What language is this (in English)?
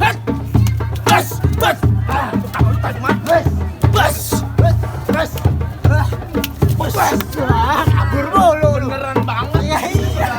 Betawi